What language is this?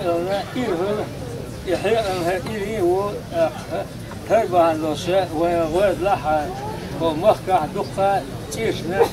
Chechen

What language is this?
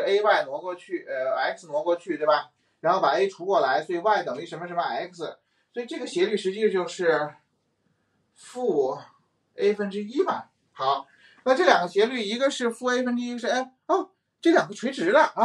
Chinese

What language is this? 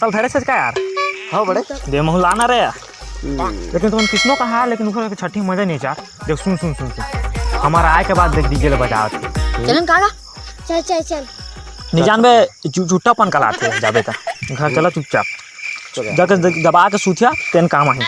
Chhattisgarhi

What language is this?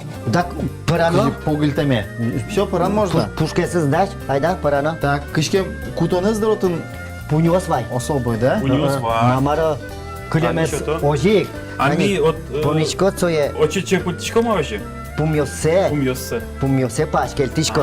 Udmurt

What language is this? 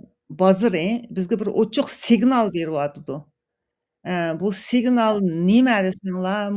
Uyghur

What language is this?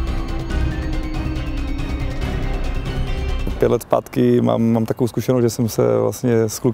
Czech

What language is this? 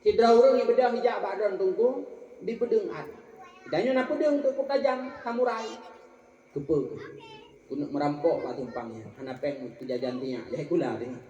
Achinese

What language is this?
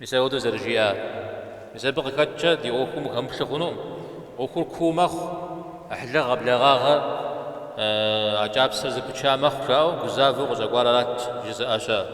Kabardian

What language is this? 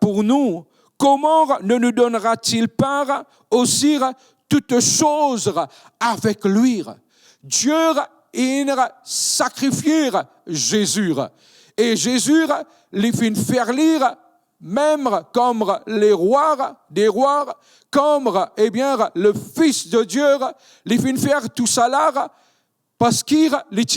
Morisyen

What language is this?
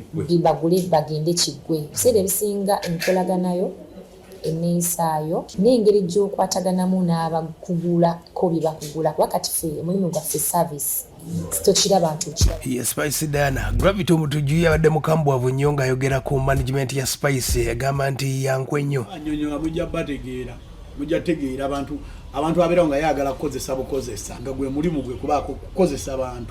Ganda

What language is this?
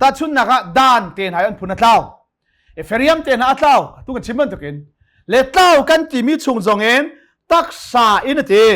Hakha Chin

